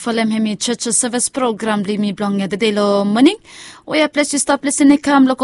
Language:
Bislama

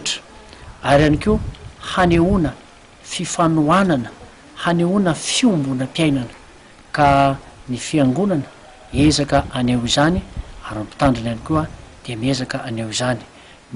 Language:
Malagasy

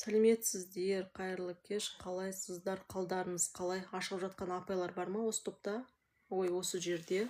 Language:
Kazakh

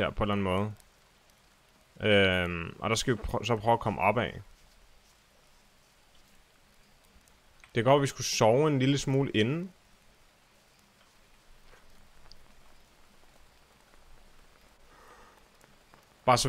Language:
Danish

